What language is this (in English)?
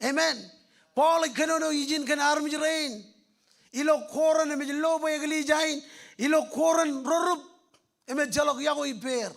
Marshallese